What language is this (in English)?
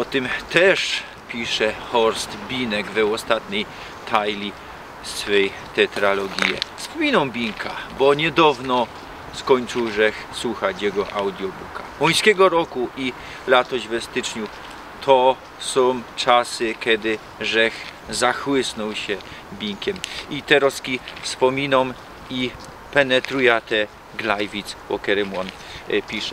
Silesian